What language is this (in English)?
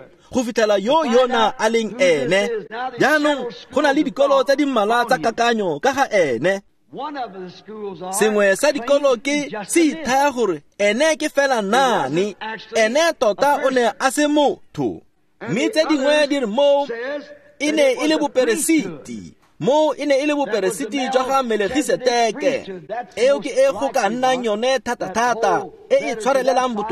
Tswana